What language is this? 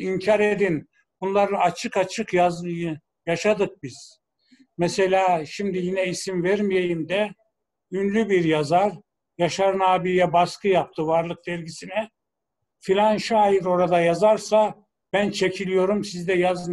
Turkish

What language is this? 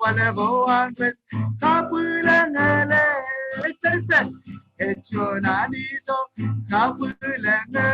Marshallese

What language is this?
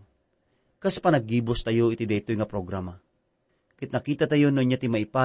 Iloko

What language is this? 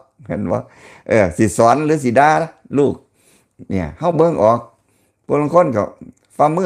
Lao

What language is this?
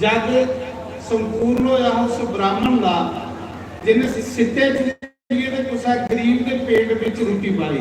Dogri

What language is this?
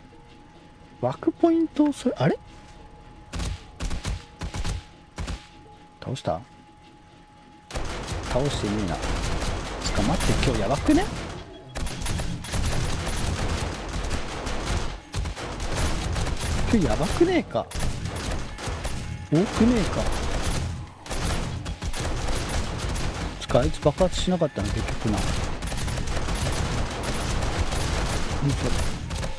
Japanese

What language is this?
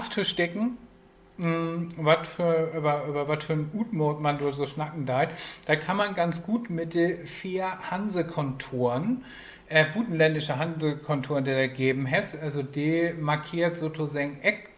Low German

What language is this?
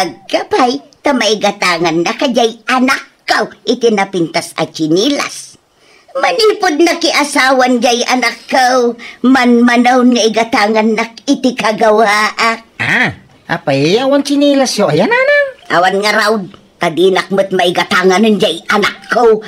Iloko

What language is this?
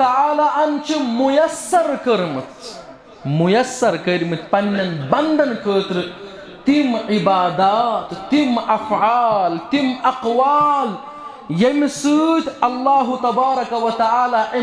Kashmiri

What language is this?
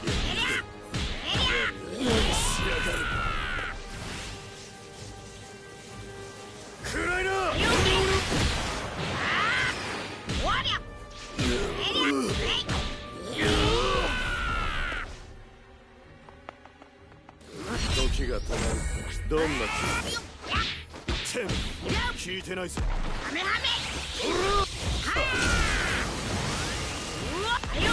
Japanese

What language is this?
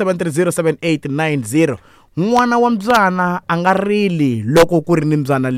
Tsonga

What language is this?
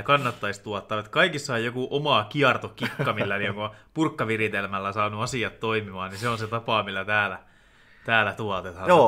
Finnish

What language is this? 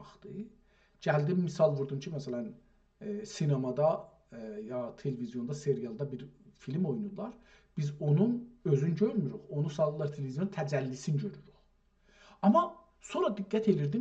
South Azerbaijani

